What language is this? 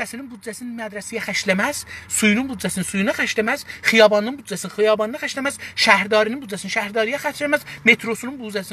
South Azerbaijani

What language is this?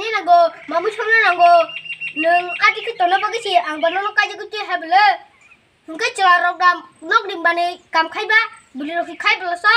Kok Borok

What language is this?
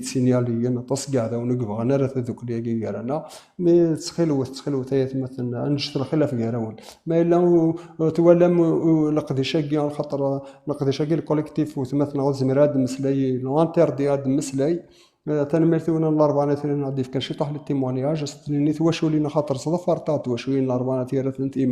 Kabyle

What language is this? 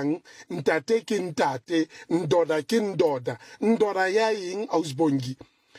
Southern Sotho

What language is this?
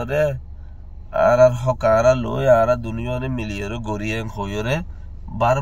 Rohingya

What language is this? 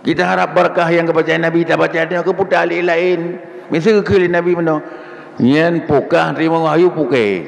Achinese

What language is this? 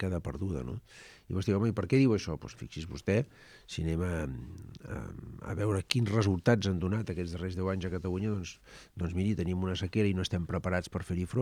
Catalan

